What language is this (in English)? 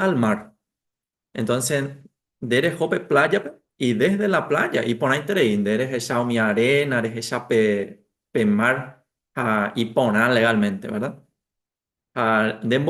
Guarani